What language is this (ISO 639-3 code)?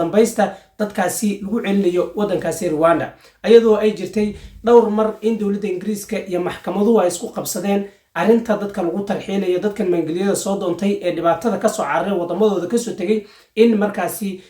som